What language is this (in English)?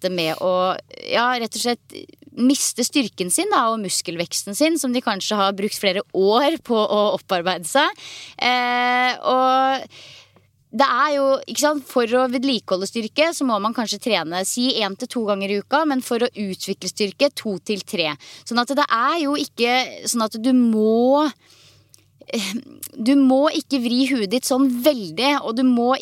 Norwegian